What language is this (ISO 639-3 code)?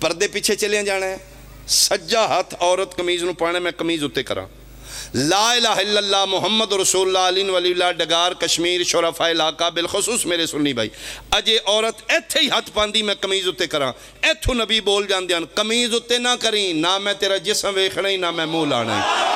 phr